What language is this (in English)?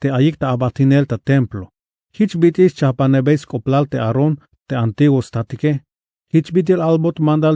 Tzeltal